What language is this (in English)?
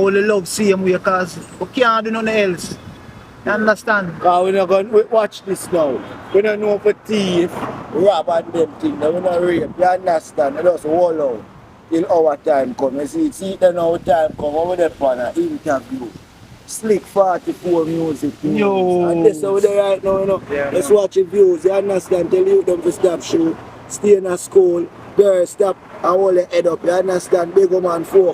Jamaican Creole English